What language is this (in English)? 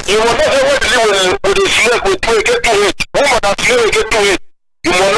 Cameroon Pidgin